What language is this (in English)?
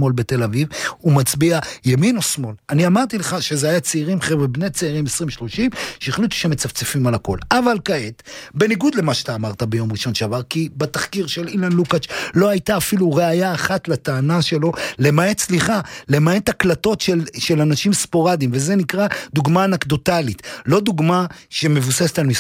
Hebrew